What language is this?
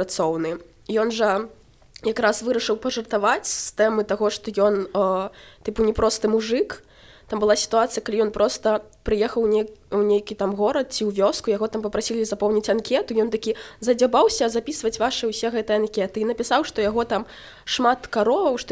Belarusian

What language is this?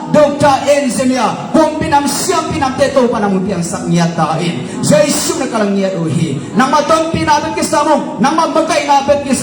Tedim Chin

